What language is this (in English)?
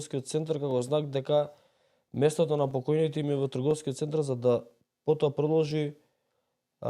Macedonian